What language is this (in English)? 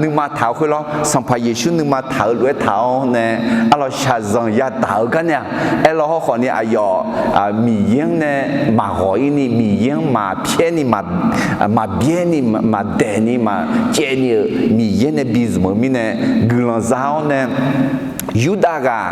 Akha